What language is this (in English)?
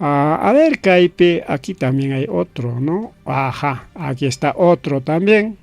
Ayacucho Quechua